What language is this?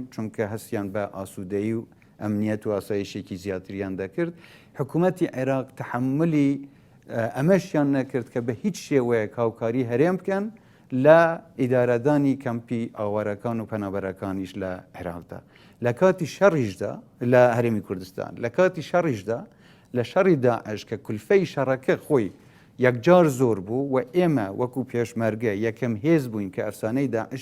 Central Kurdish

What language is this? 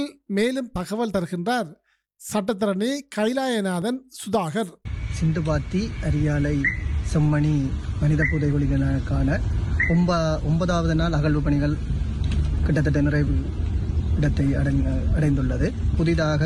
Tamil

